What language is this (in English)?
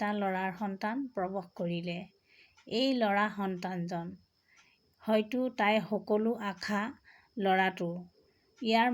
Assamese